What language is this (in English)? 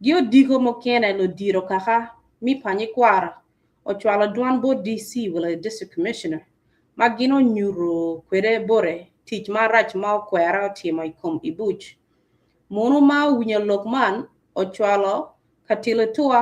Acoli